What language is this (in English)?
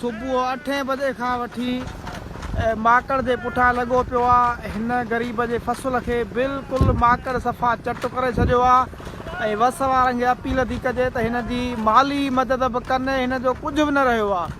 Sindhi